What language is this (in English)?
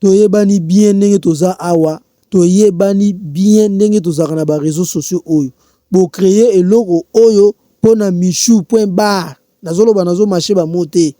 Lingala